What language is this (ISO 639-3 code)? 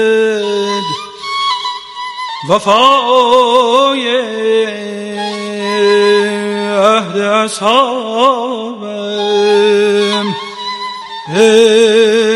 fas